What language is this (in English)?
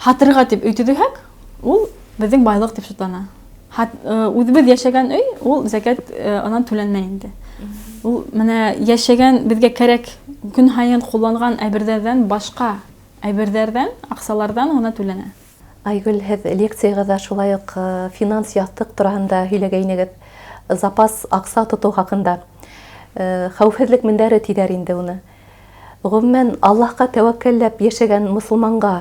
Bashkir